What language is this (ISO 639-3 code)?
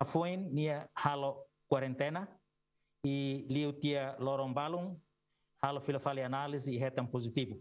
tet